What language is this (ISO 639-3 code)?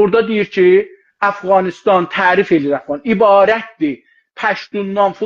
azb